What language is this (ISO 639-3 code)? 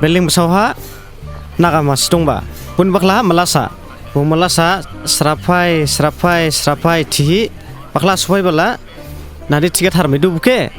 dis